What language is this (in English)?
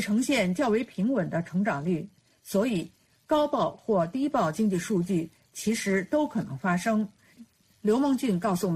Chinese